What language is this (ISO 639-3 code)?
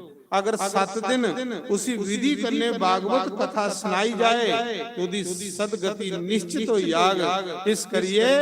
doi